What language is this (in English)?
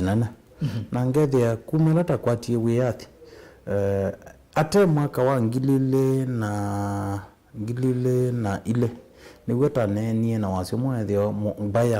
Kamba